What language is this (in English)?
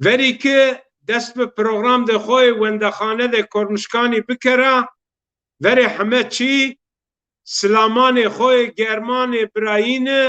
Zaza